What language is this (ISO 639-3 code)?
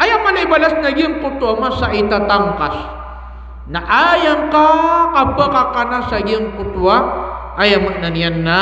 mrw